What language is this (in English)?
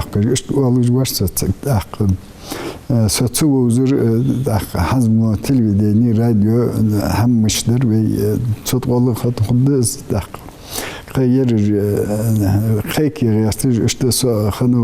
Ingush